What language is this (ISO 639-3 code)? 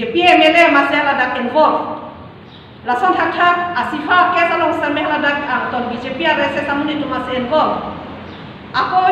mjw